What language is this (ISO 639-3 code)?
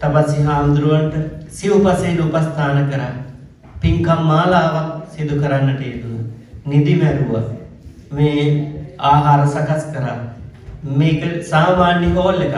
sin